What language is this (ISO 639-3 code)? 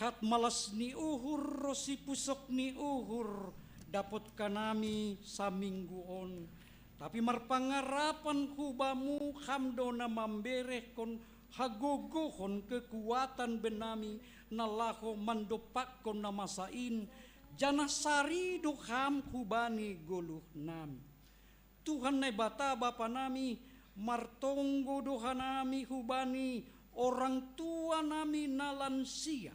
bts